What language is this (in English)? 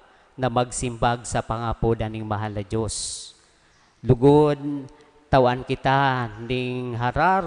Bikol